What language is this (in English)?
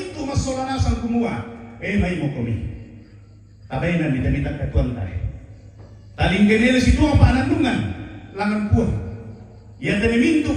Toraja-Sa'dan